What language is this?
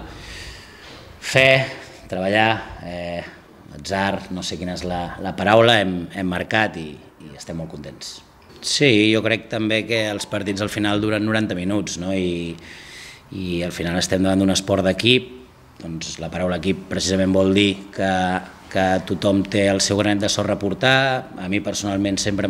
Catalan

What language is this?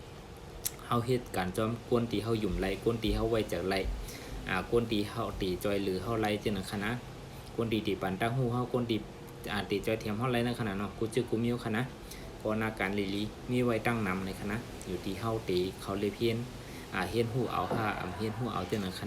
Shan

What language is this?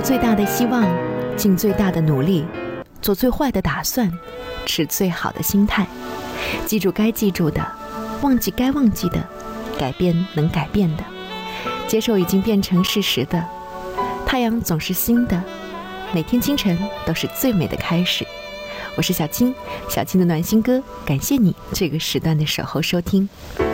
Chinese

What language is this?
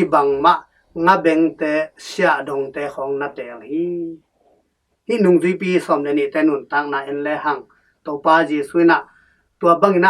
Tedim Chin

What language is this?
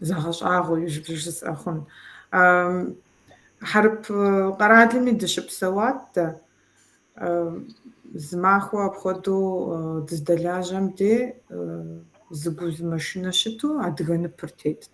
Kabardian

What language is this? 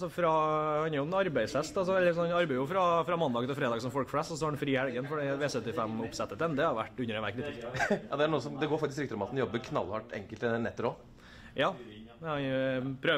Norwegian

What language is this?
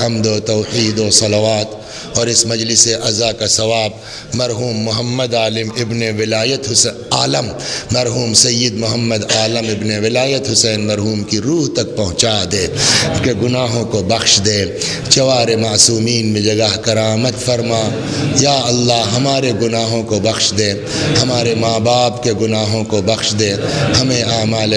Urdu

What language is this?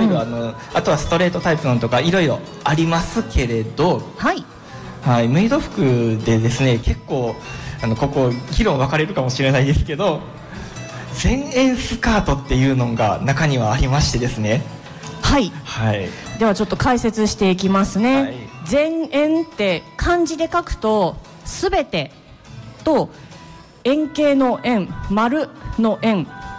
Japanese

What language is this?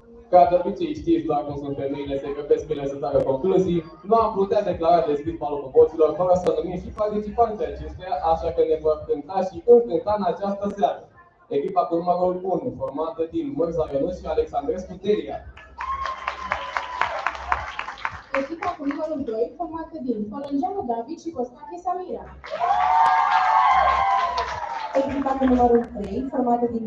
Romanian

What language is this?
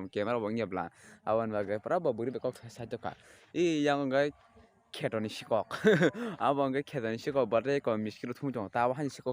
Kok Borok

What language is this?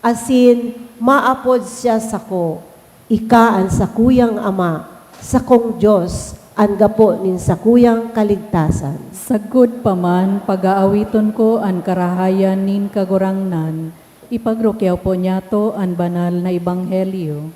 Bikol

